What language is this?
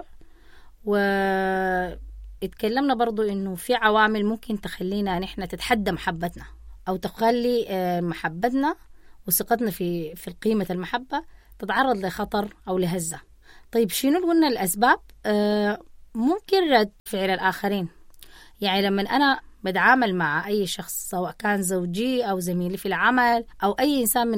Sudanese Arabic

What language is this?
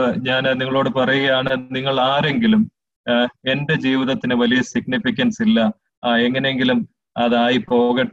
Malayalam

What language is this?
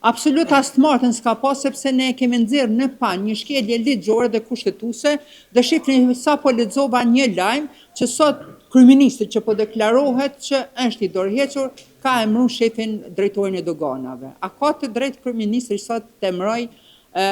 Albanian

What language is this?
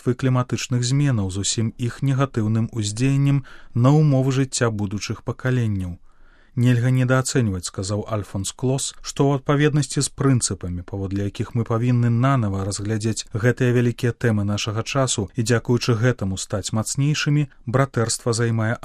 Belarusian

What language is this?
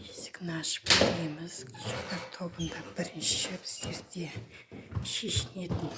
Kazakh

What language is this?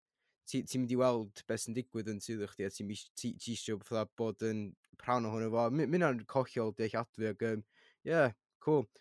Welsh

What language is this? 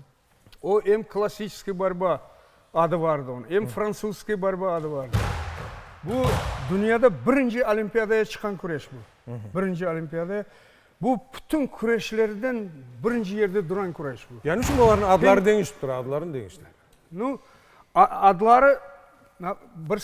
Crimean Tatar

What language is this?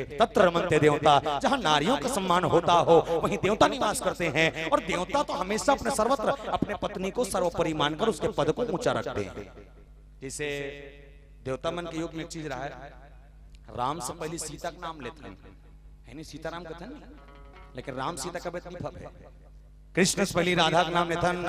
Chhattisgarhi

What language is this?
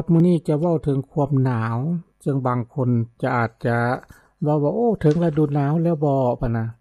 Lao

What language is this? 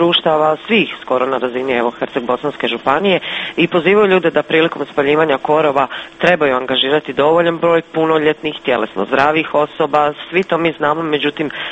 Croatian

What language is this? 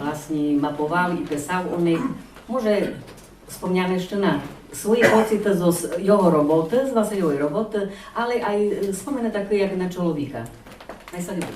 Rusyn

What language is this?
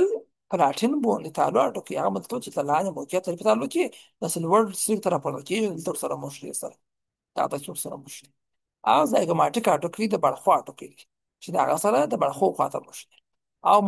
Pashto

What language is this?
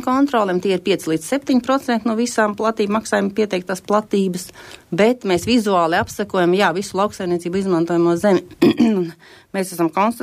Latvian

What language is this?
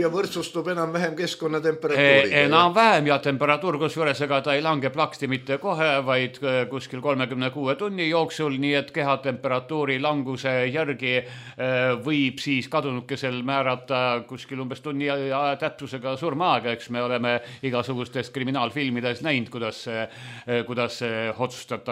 Estonian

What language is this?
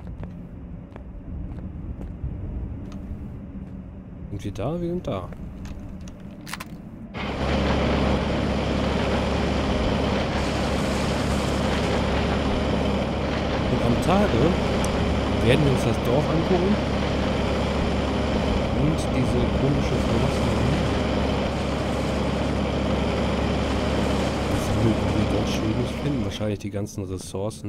German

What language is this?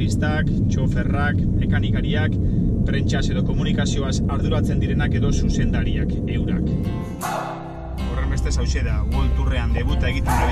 Basque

